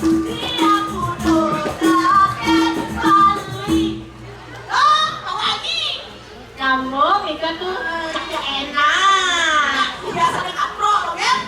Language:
Balinese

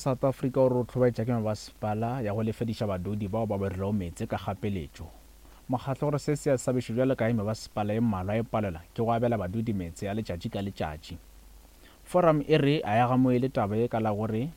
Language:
Northern Sotho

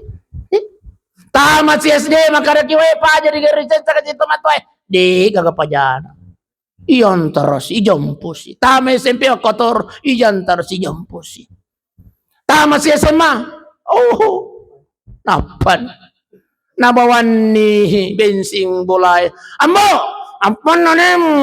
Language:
Buginese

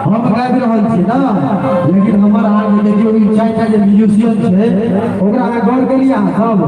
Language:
Maithili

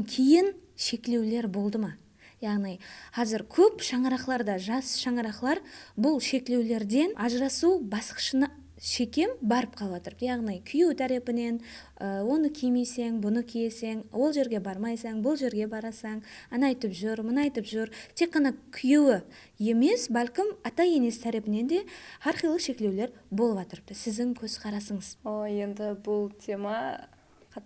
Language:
Kara-Kalpak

